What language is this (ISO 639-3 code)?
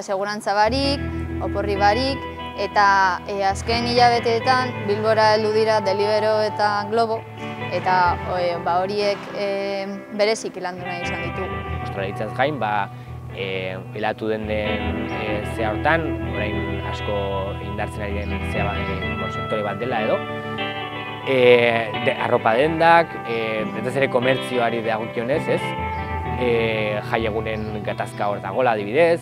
eus